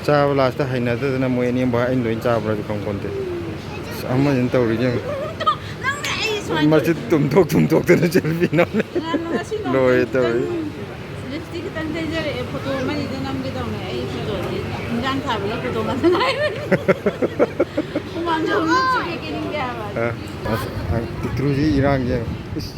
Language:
Manipuri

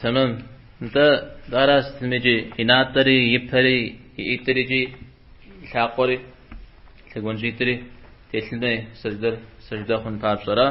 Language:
Kabardian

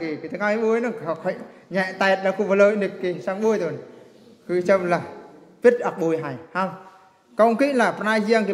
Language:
Eastern Bru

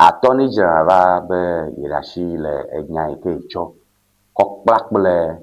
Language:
Ewe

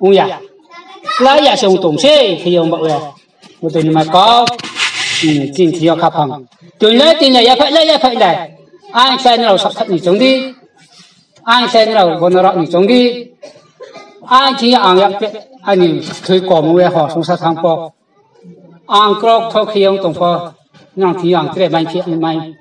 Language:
Riang (India)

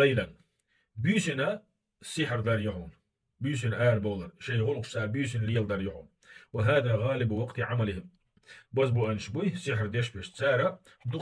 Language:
Chechen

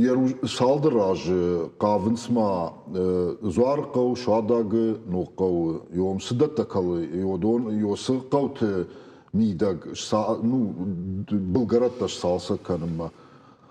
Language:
Ossetic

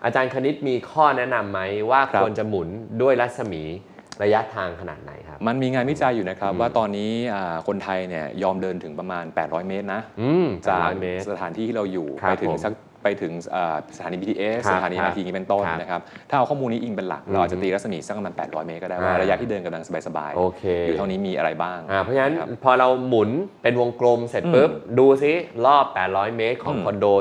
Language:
Thai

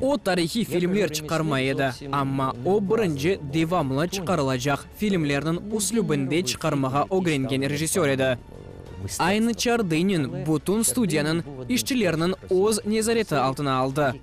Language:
Crimean Tatar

